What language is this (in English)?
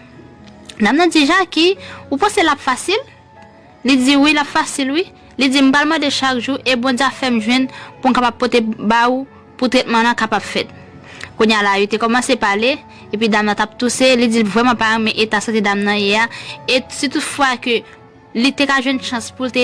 Haitian Creole